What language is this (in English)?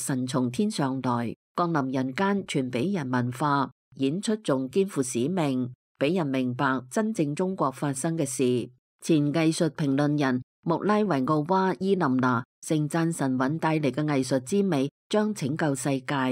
Cantonese